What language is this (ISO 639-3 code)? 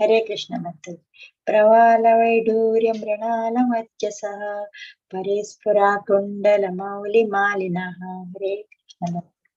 tcy